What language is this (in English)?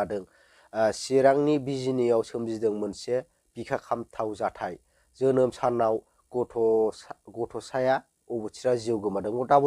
Bodo